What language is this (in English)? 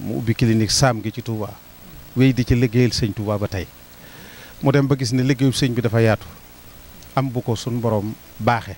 Wolof